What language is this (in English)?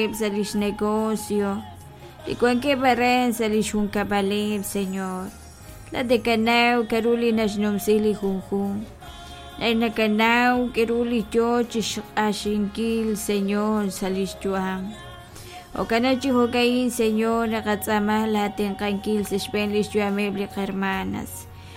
Kekchí